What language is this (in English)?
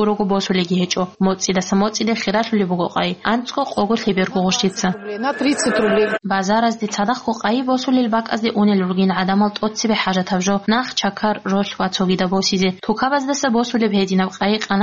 Avaric